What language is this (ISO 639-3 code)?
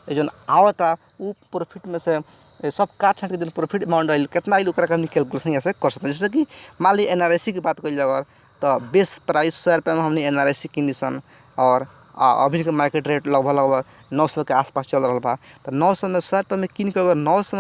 bho